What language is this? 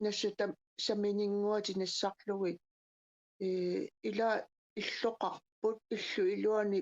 Kalaallisut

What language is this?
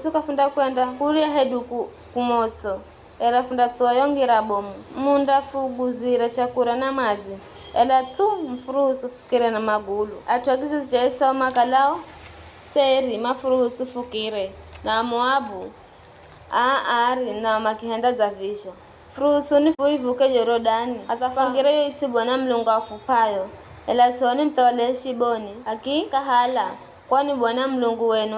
Giryama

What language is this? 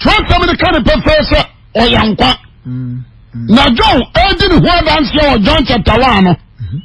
Akan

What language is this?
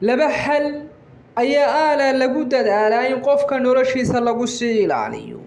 Somali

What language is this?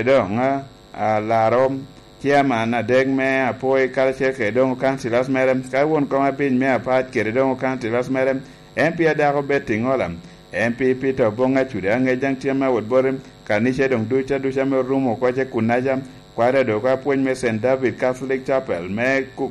Lango (Uganda)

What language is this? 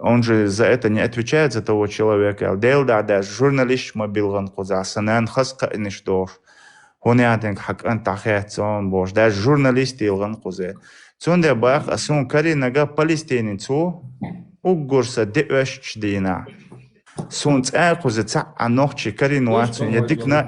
Chechen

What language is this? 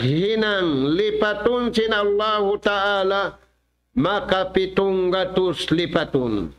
Tausug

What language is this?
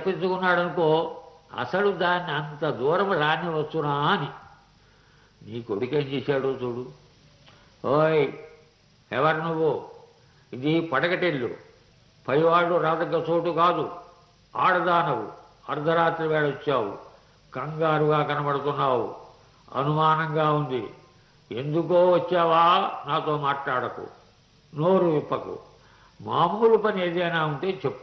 Telugu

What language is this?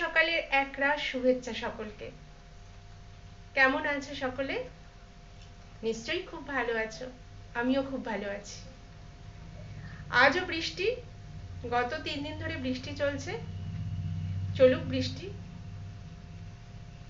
Bangla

